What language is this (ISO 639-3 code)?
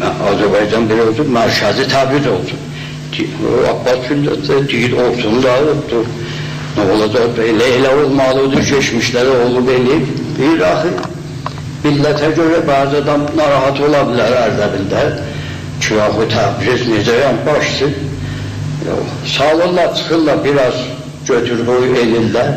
azb